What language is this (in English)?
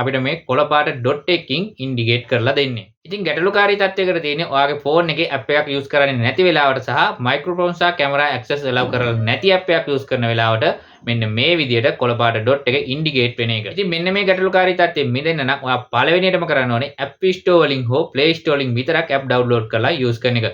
Sinhala